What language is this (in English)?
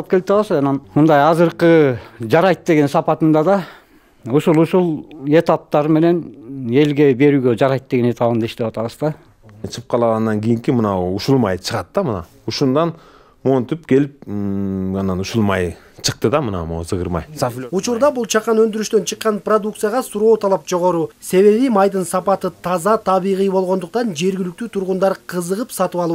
Kyrgyz